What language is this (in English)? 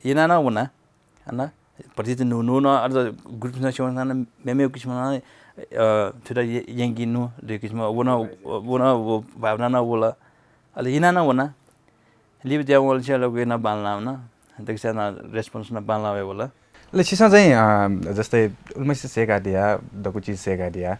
Newari